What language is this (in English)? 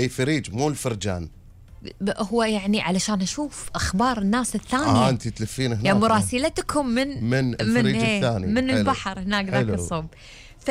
Gulf Arabic